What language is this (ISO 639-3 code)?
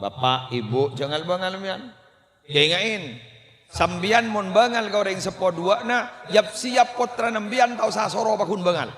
mad